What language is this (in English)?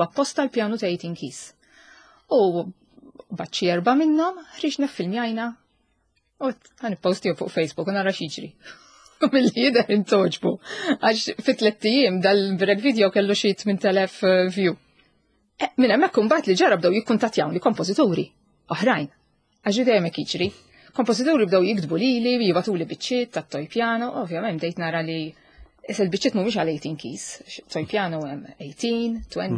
Maltese